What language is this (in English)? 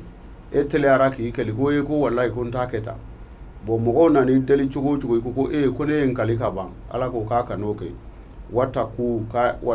Bambara